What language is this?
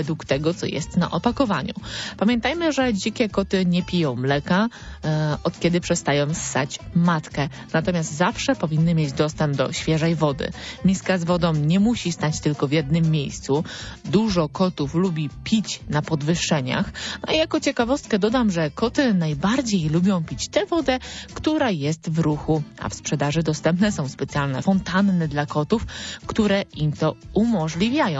Polish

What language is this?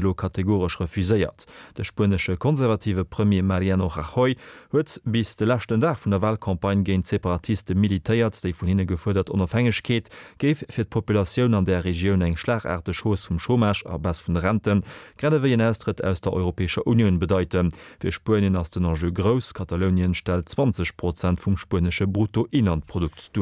Luxembourgish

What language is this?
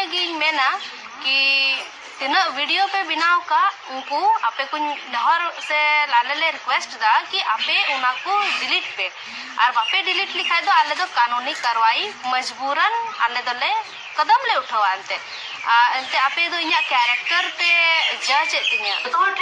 Santali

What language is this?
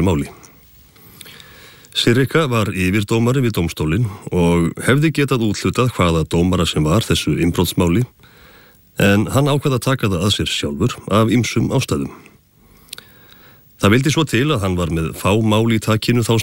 Icelandic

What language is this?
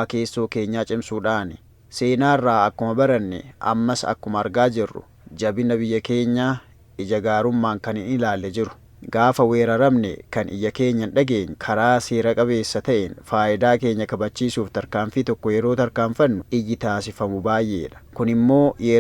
Oromo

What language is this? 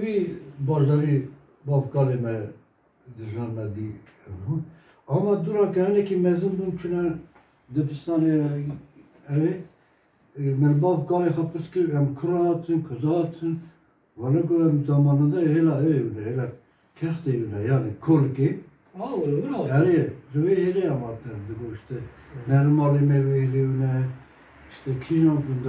Kurdish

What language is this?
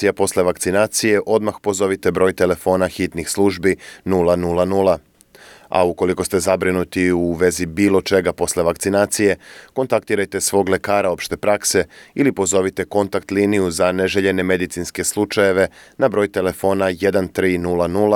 Serbian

